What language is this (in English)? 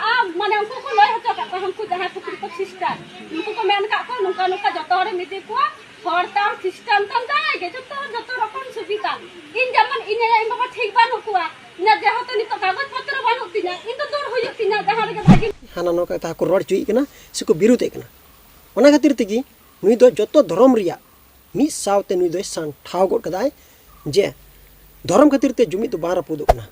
Santali